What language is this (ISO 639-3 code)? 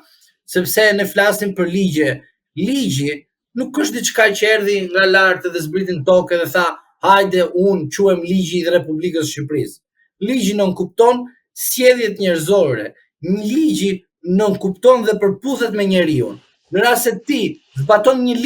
sqi